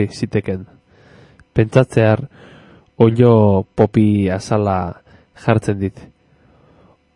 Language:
Basque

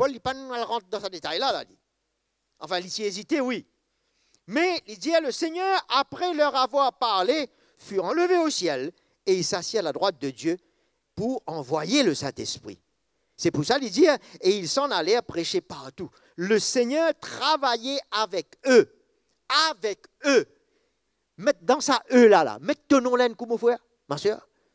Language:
Morisyen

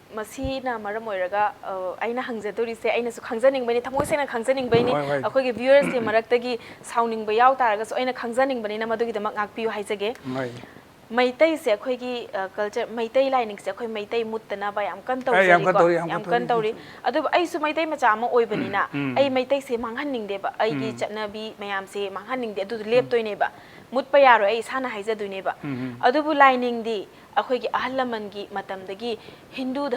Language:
Manipuri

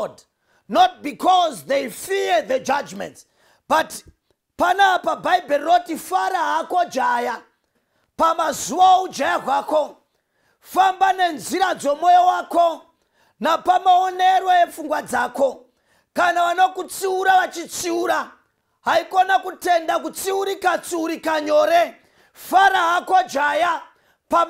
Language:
Shona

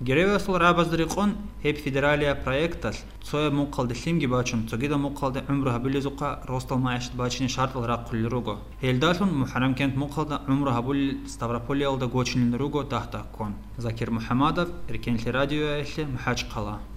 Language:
Avaric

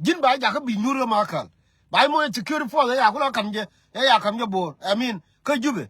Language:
Nuer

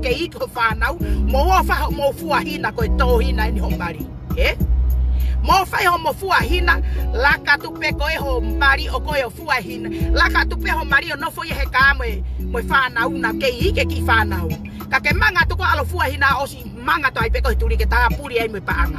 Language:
Tongan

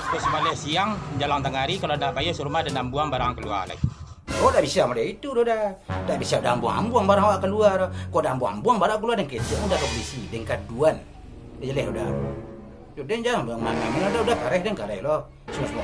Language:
Minangkabau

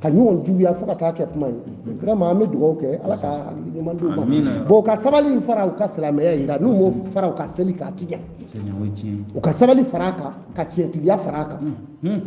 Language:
Bambara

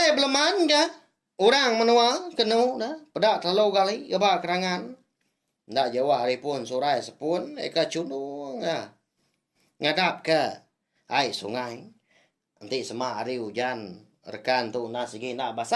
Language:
Iban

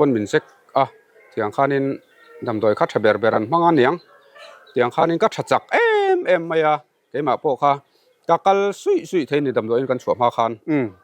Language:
Mizo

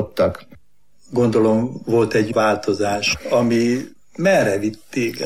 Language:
Hungarian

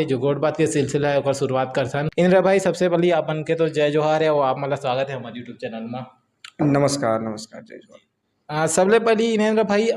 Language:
Chhattisgarhi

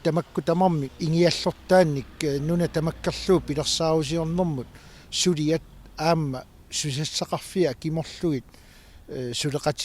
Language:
Kalaallisut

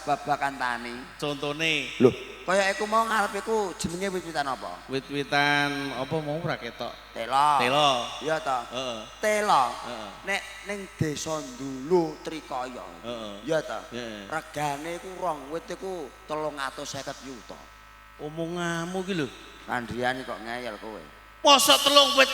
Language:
Javanese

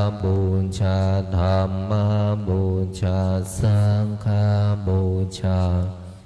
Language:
Pali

